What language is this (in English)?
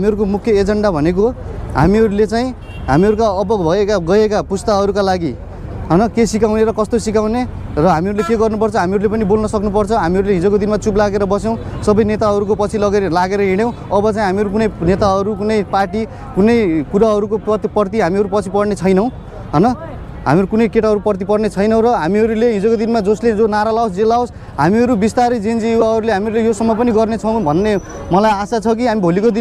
Nepali